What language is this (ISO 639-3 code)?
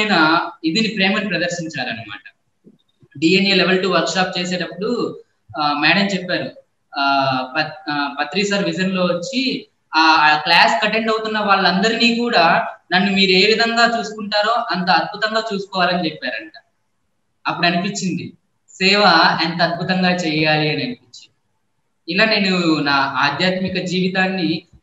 tel